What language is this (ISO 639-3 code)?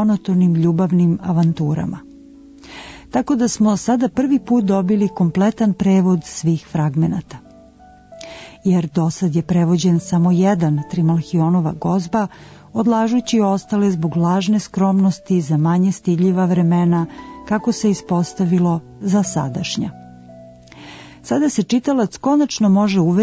srp